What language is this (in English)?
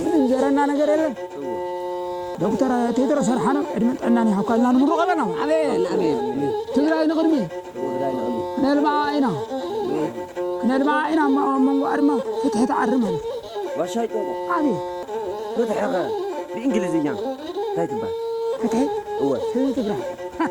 Tigrinya